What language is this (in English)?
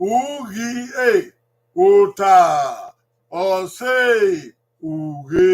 Bini